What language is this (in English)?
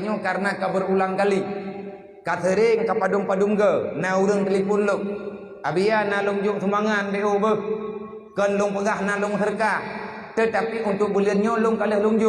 Achinese